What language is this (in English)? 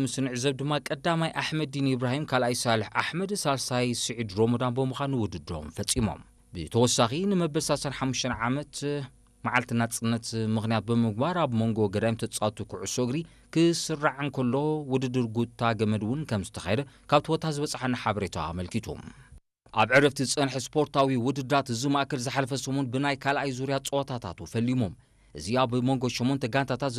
Tigrinya